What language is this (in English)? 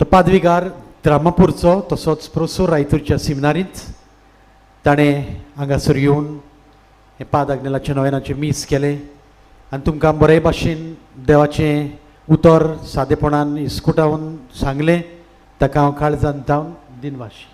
Konkani